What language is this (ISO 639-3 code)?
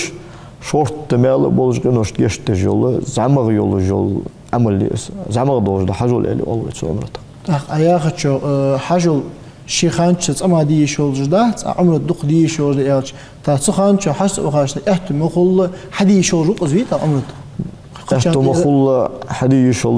inh